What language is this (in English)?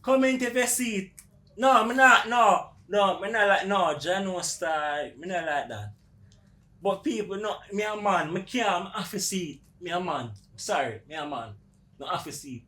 Jamaican Creole English